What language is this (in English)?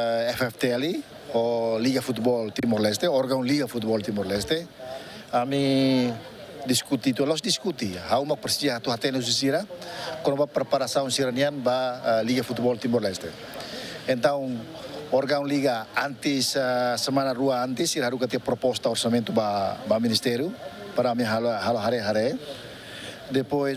Tetum